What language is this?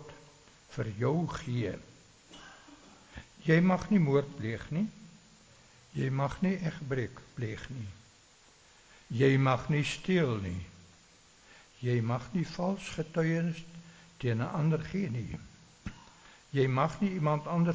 Afrikaans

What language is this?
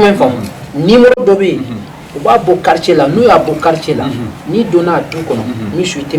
Bambara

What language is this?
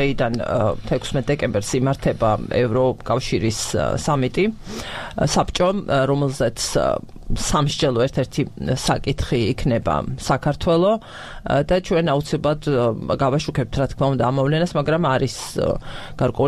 Georgian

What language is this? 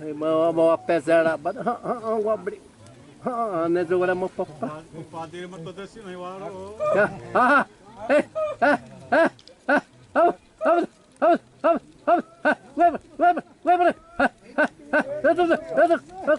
Xavánte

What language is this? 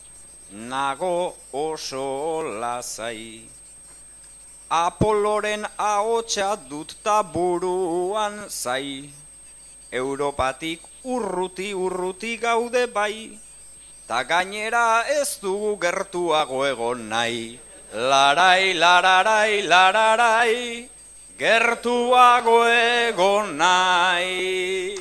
Basque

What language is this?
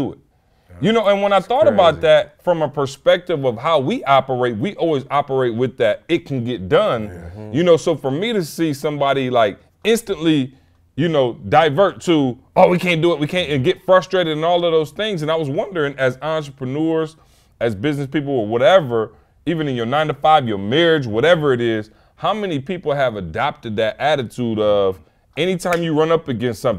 English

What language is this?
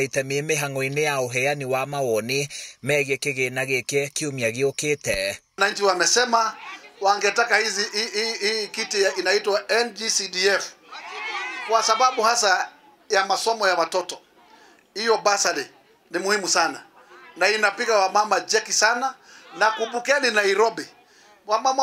Kikuyu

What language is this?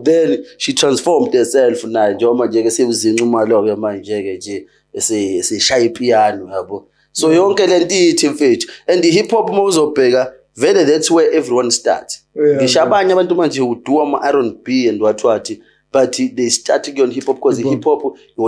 Zulu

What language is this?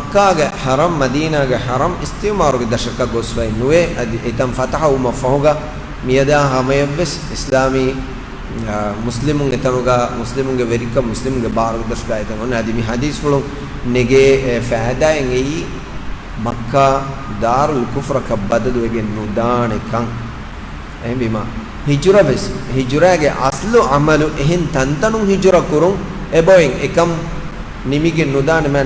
Divehi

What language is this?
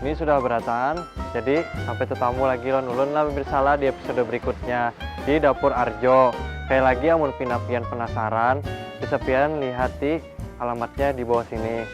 Banjar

